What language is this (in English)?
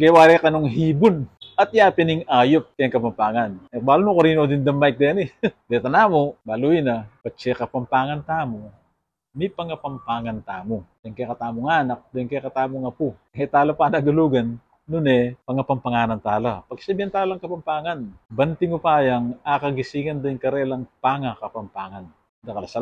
Pampanga